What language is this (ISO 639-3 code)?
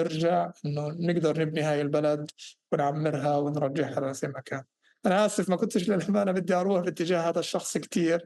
apc